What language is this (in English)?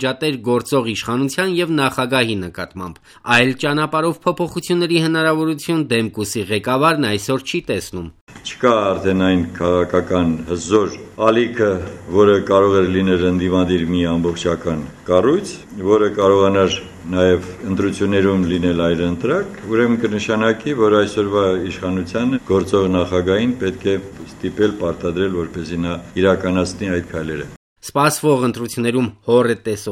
Armenian